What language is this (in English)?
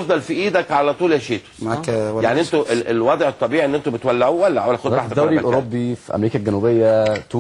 Egyptian Arabic